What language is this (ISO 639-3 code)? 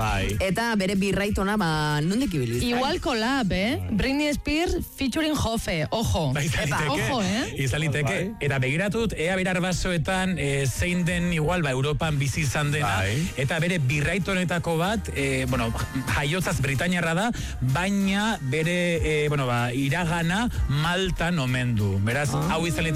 eus